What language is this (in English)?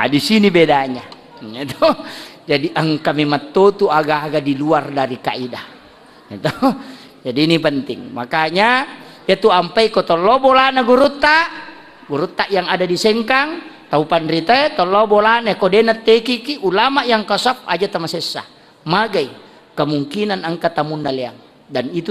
Buginese